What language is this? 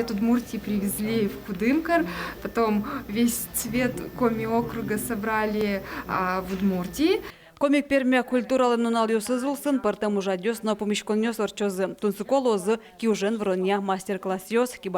Udmurt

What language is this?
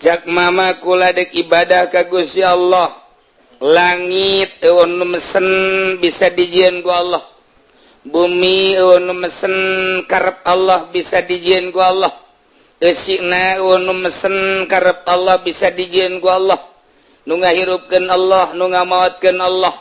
Sundanese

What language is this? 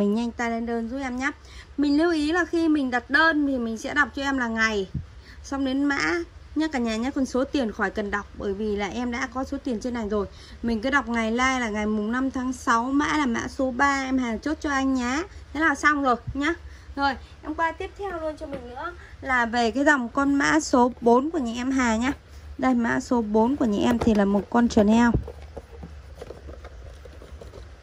Vietnamese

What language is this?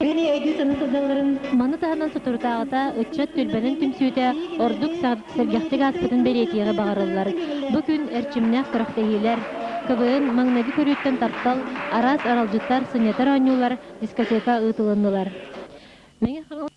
Yakut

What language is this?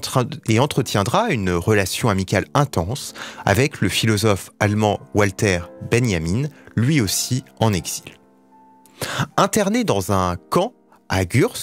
French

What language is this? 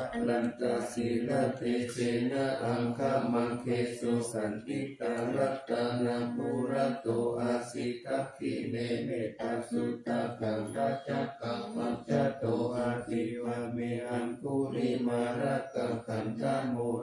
Pali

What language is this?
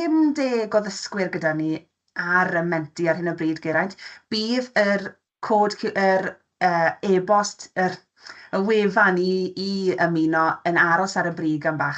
Welsh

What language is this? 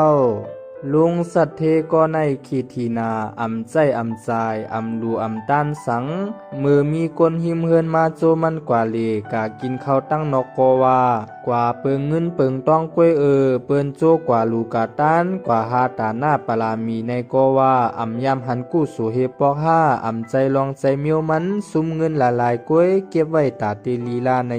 Shan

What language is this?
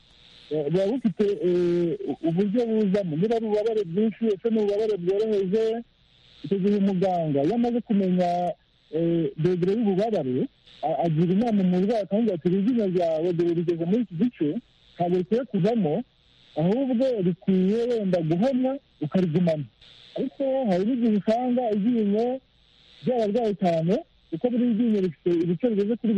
Kinyarwanda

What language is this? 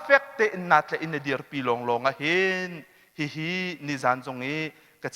Hakha Chin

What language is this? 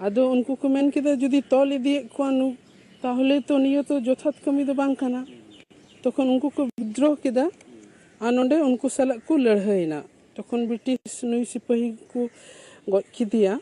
Santali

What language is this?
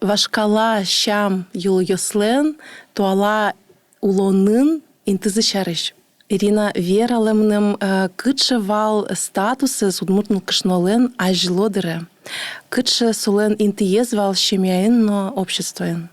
Udmurt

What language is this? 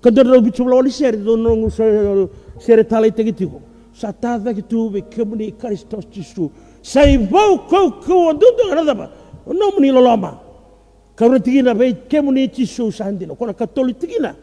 Fijian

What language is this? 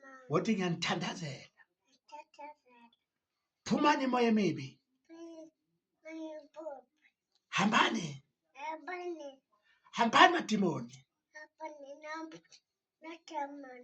Zulu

